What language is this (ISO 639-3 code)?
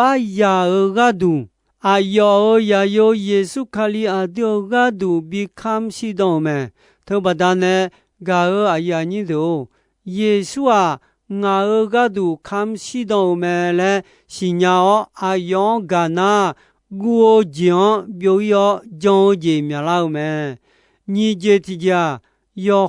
ahk